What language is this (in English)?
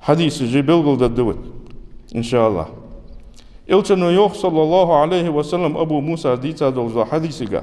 Ingush